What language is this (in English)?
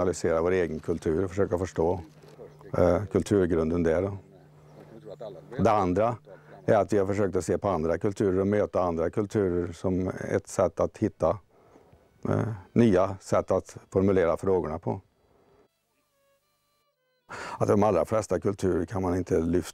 Swedish